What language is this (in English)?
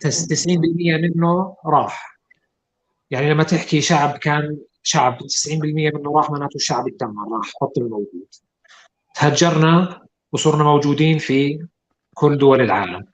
North Levantine Arabic